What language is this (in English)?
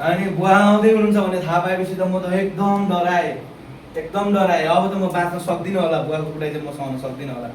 Nepali